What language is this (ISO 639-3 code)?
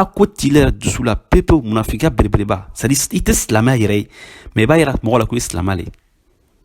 bam